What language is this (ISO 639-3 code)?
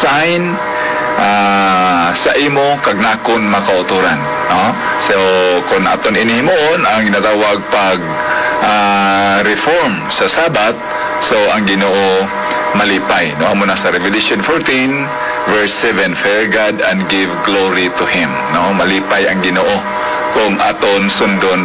hil